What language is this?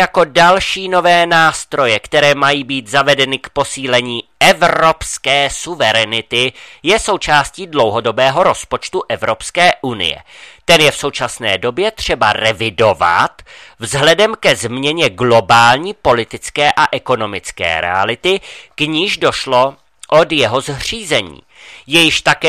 Czech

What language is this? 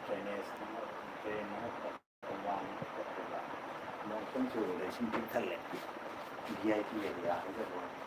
Manipuri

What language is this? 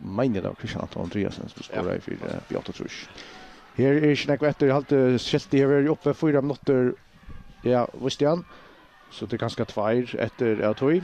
Faroese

